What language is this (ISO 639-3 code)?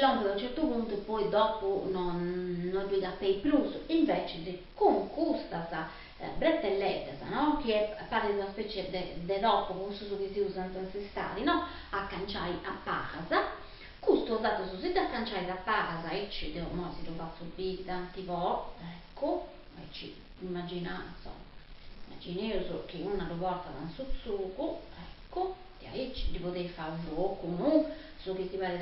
srd